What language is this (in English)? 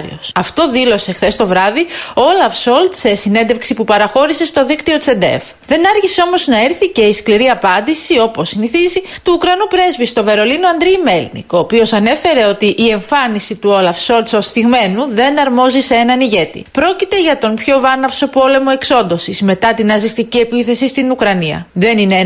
Greek